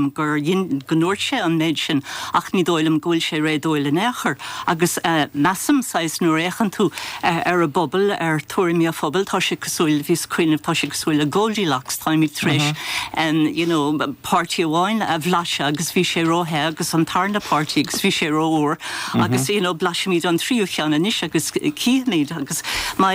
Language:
Irish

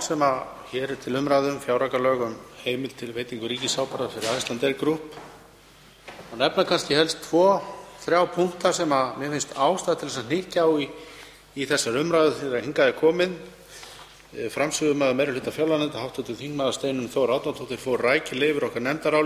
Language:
Icelandic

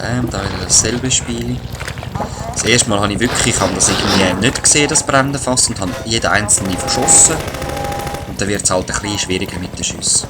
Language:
Swiss German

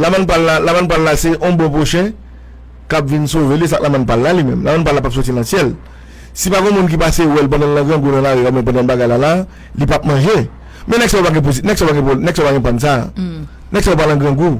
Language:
Haitian Creole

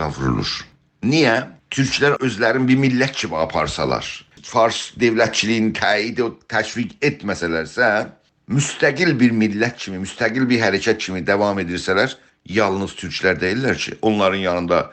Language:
South Azerbaijani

